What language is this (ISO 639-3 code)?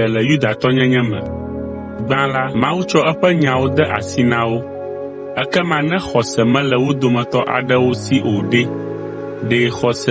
ewe